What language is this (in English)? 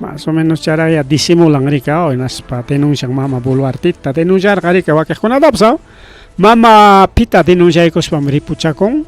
Ayacucho Quechua